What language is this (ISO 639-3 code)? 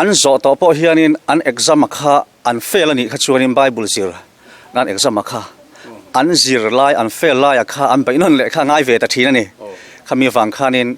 lus